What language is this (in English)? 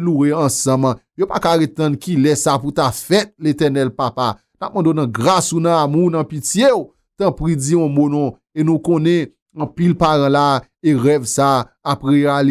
Haitian Creole